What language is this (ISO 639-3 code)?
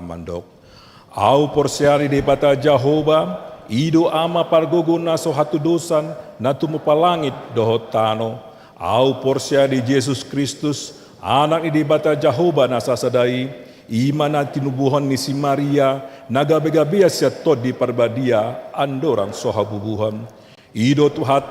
bbc